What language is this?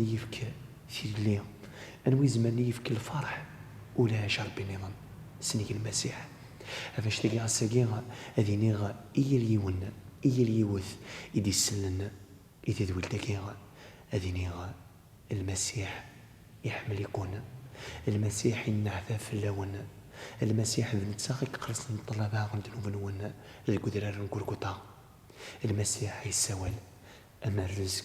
Kabyle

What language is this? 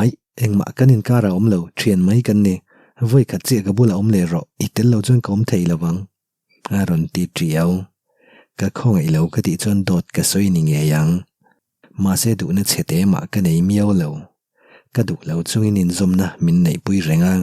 Mizo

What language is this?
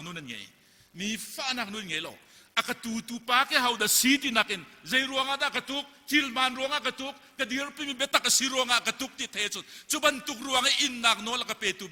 Hakha Chin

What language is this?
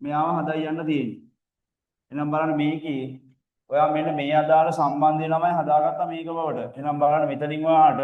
Sinhala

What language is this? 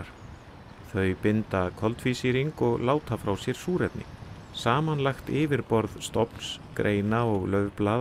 Icelandic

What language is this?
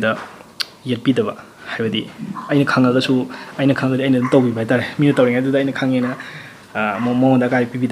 Manipuri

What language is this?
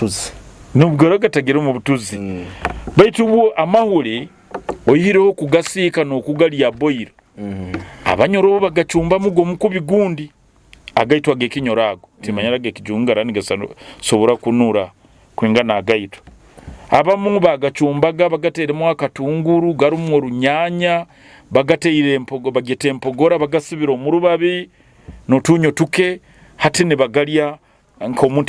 Nyoro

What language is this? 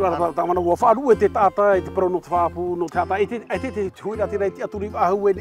Tahitian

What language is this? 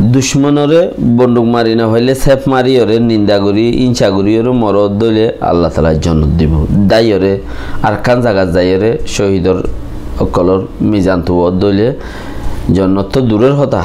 Rohingya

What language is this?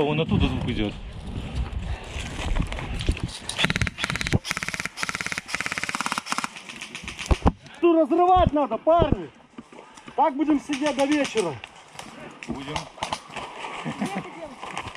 Russian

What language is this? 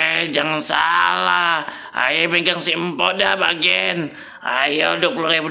Betawi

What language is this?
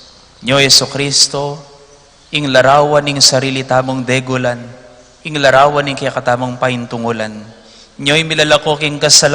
Pampanga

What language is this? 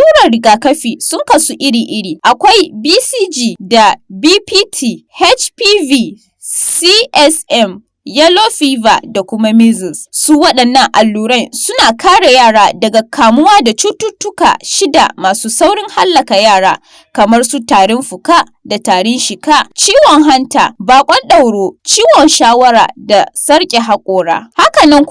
Hausa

